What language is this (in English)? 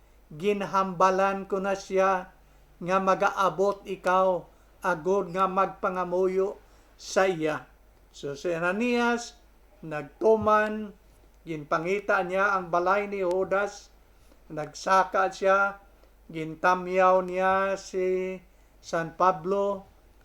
Hiligaynon